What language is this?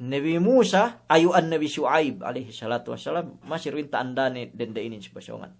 Yakan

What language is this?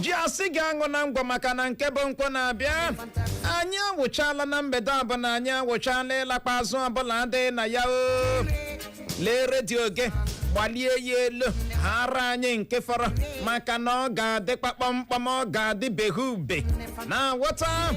Igbo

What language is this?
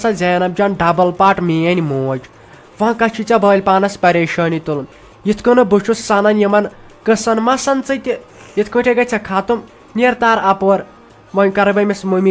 Kashmiri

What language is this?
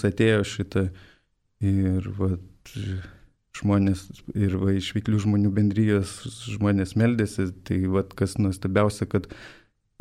Lithuanian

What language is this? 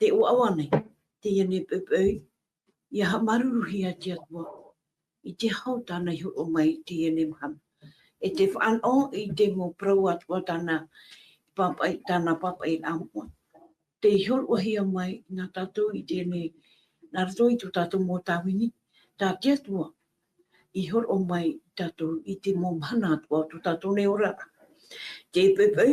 Tahitian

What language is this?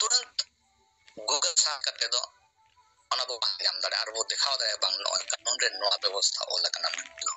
Santali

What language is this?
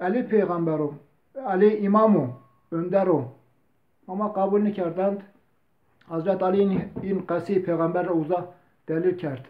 Zaza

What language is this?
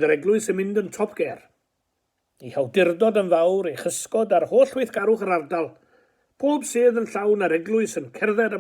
Welsh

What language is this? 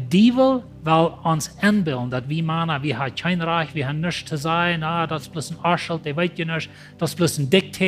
Plautdietsch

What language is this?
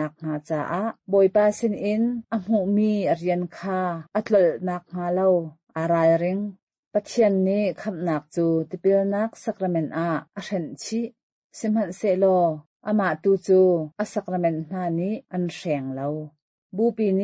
Hakha Chin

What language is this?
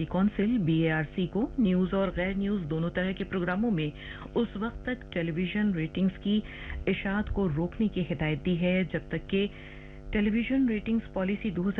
Urdu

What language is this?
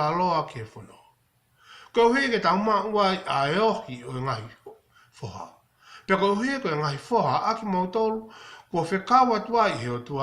Tongan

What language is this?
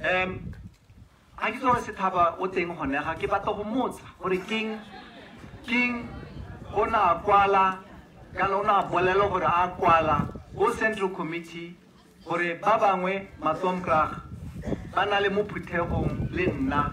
Tswana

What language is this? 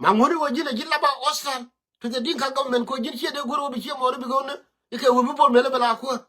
Nuer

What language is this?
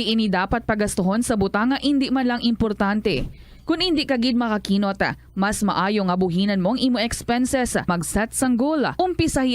Hiligaynon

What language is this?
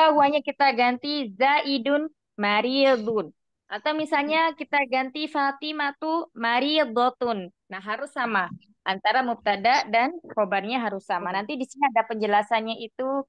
Indonesian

